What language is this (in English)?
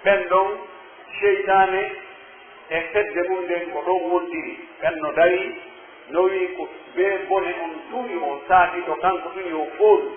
Pular